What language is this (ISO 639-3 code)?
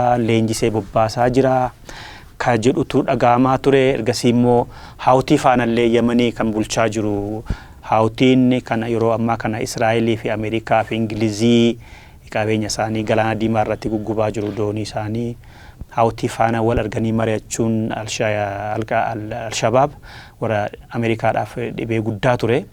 orm